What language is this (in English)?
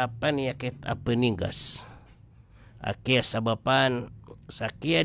Maranao